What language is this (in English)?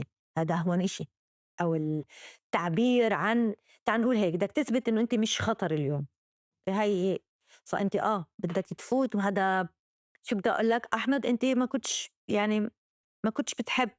North Levantine Arabic